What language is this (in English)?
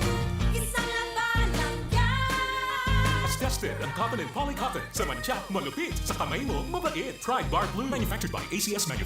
Bikol